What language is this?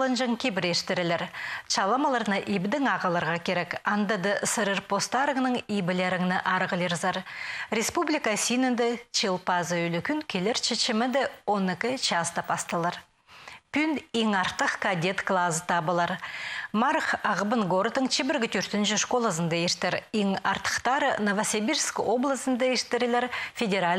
Khakas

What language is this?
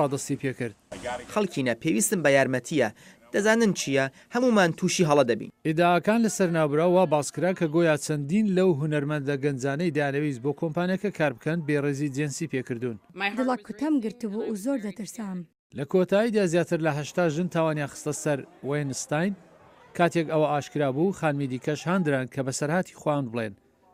Central Kurdish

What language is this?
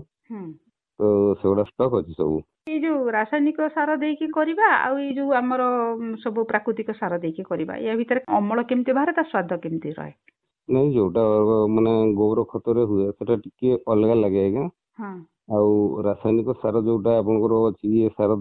Odia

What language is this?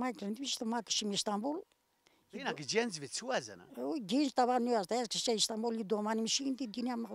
Zaza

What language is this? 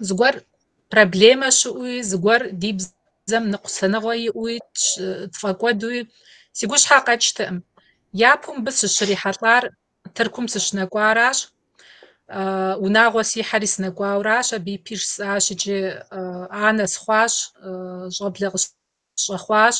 Kabardian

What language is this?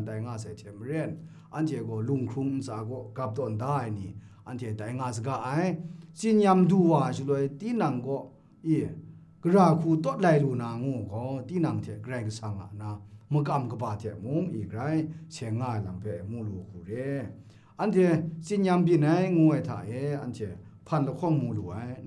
Kachin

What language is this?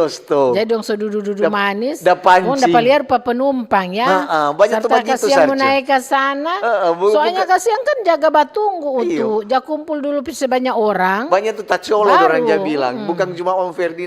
Manado Malay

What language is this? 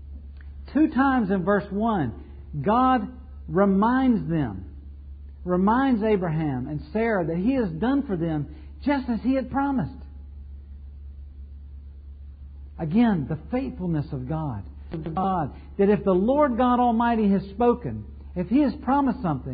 English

